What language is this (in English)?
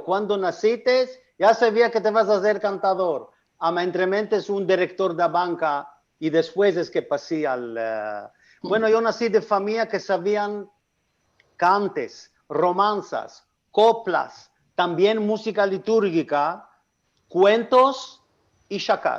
Ladino